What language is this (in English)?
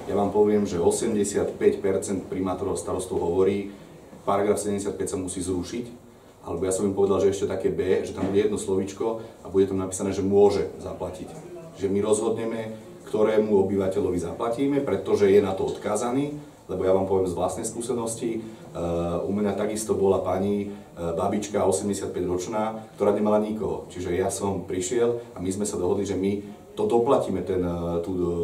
Slovak